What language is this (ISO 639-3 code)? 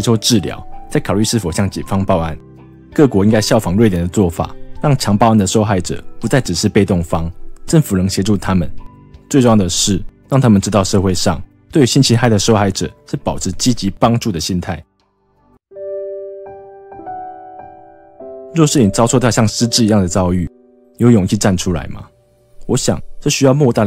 zho